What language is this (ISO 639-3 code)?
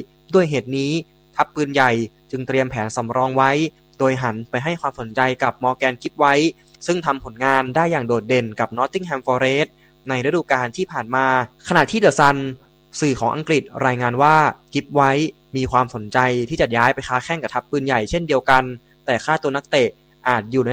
tha